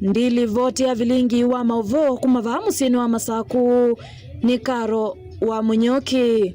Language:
Kamba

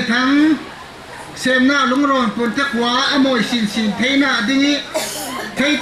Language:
Falam Chin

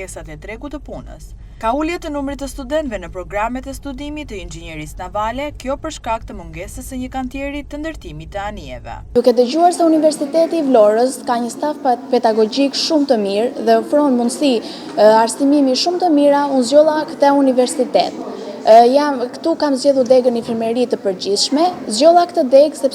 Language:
Albanian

